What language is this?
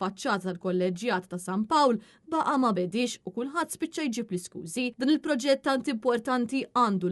Maltese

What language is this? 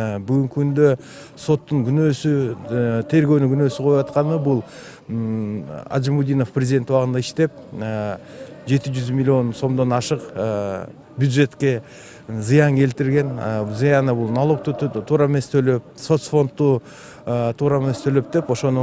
Kyrgyz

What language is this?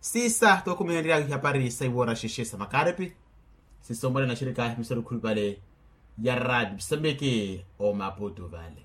Makhuwa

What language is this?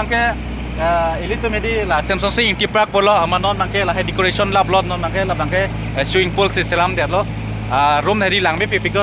Karbi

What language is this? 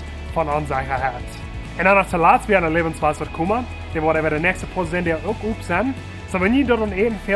Plautdietsch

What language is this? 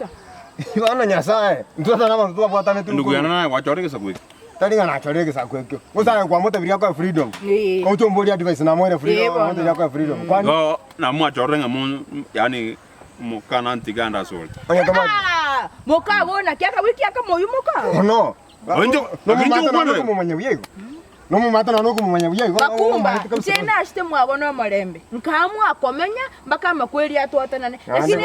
Gusii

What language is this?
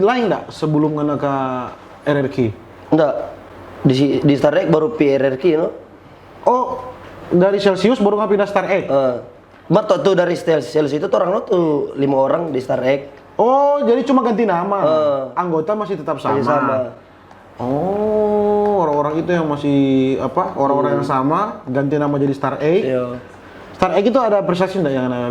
Manado Malay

